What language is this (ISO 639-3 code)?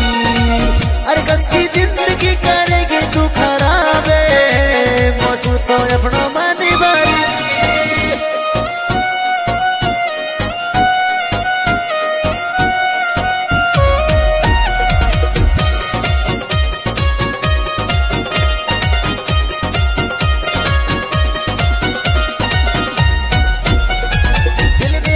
bgc